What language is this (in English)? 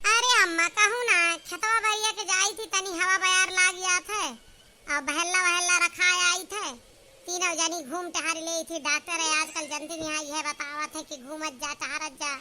Awadhi